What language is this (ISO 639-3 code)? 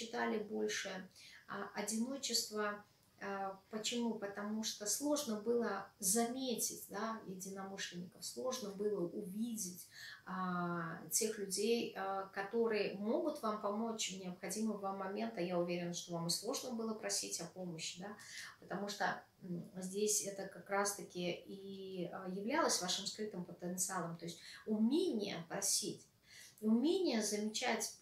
rus